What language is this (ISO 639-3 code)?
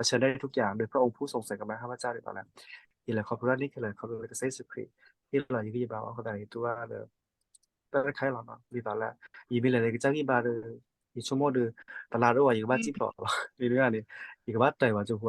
ksw